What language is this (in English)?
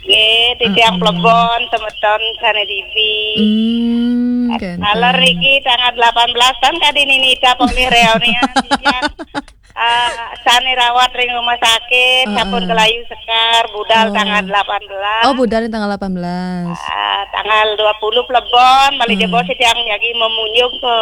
Balinese